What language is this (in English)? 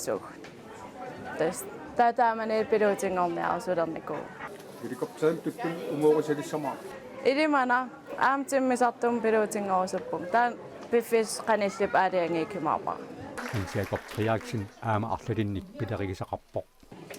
Kalaallisut